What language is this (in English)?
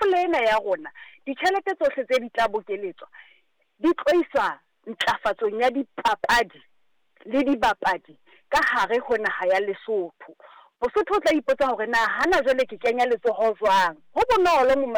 Southern Sotho